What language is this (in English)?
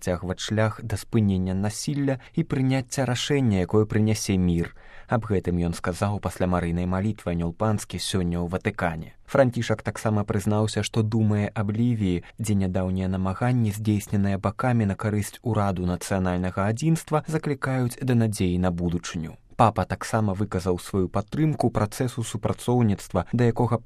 Belarusian